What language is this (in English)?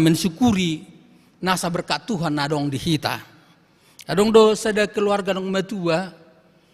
Batak Toba